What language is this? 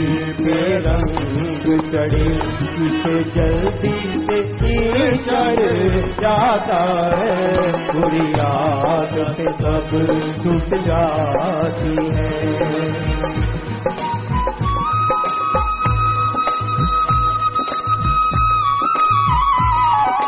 Hindi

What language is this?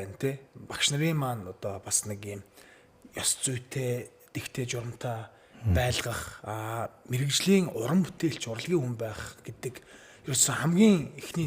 Mongolian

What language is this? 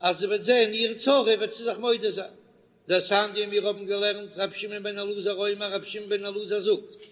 Yiddish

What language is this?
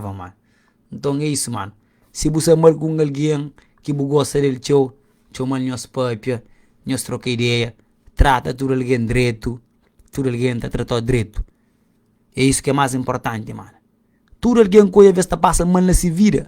Kabuverdianu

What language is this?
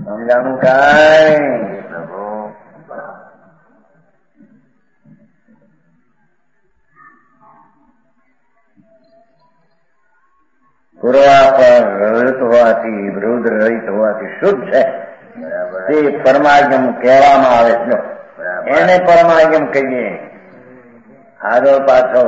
Gujarati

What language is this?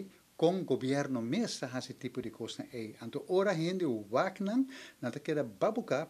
Papiamento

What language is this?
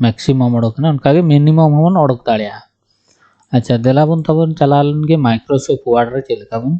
Santali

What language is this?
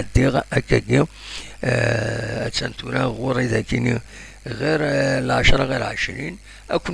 Kabyle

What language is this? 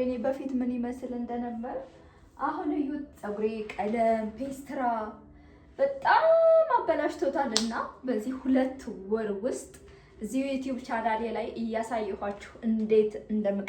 Amharic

